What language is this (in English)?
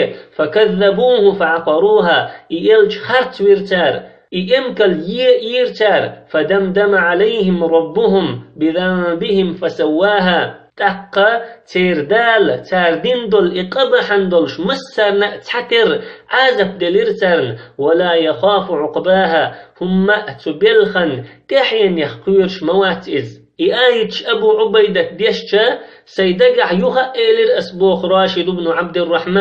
Chechen